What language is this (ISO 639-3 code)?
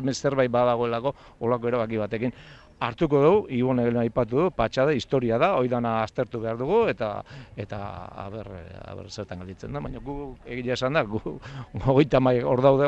eus